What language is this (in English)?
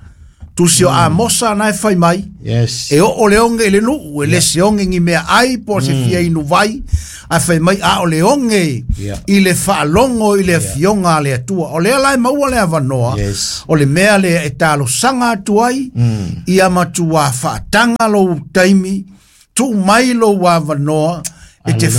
Samoan